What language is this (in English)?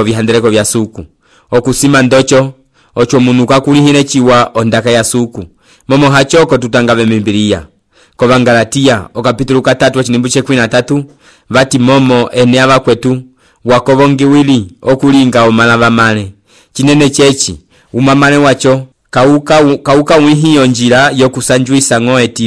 Umbundu